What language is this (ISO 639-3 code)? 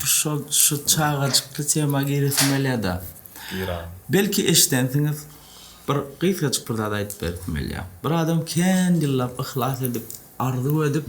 tuk